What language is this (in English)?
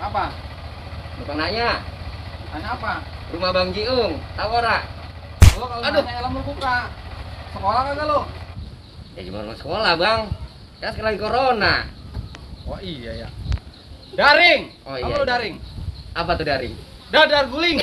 Betawi